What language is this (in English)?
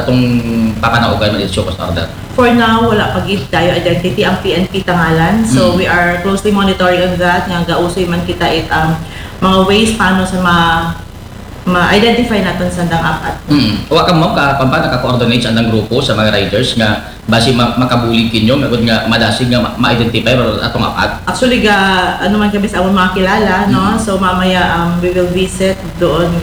Aklanon